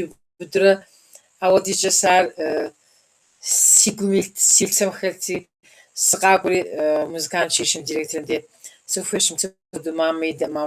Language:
Kabardian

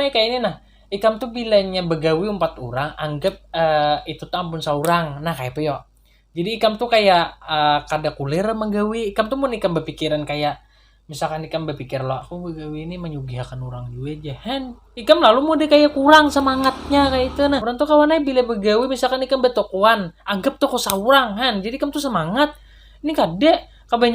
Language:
Banjar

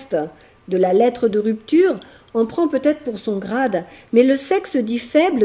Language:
French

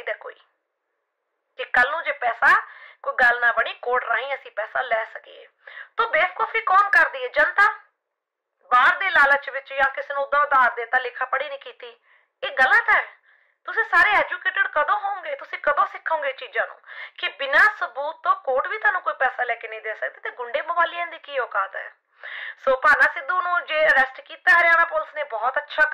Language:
Punjabi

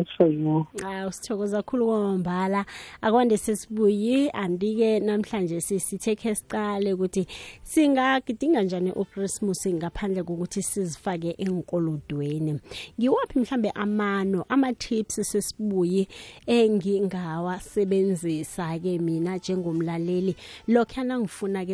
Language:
South Ndebele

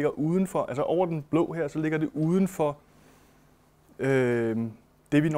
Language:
Danish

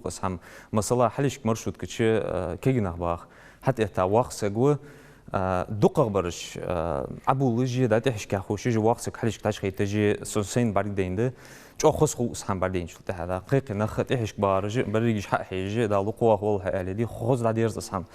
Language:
Ingush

